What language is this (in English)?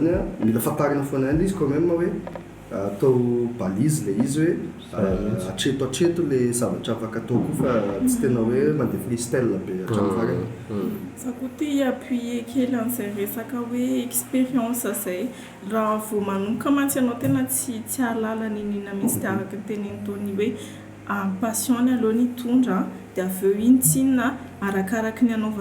Malagasy